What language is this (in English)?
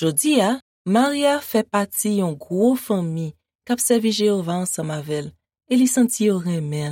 Haitian Creole